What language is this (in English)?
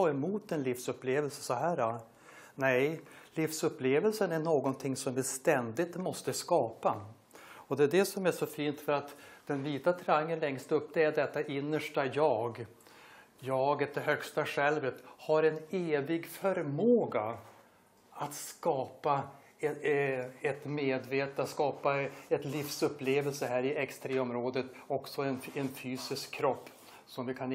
Swedish